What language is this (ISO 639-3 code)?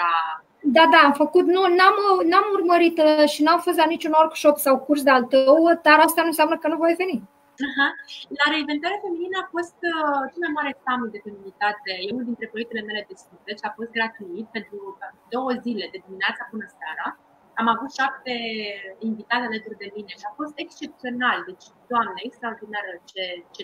ron